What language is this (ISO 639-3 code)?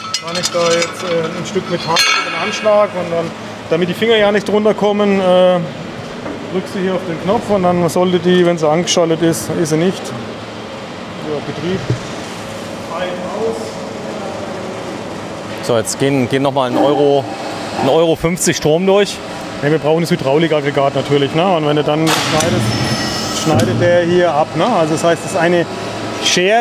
deu